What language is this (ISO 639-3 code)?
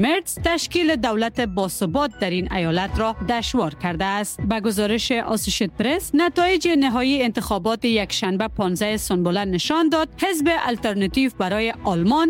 fas